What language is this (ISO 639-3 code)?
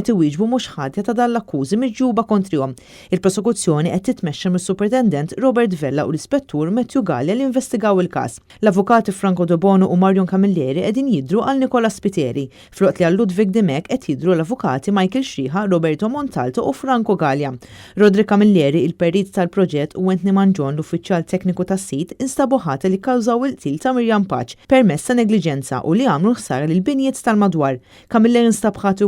mlt